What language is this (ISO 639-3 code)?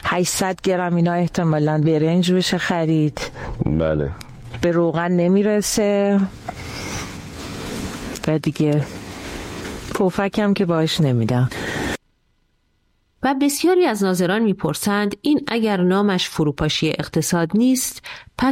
fas